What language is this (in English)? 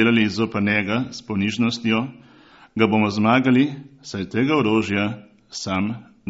Slovenian